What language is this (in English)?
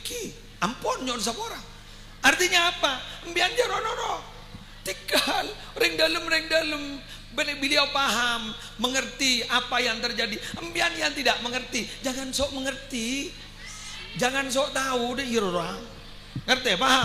Madurese